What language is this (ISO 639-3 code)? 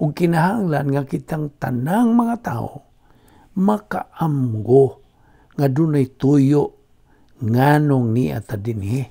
ceb